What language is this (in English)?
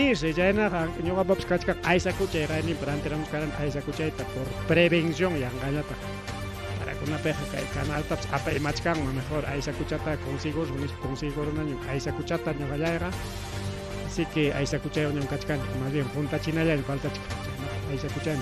Ayacucho Quechua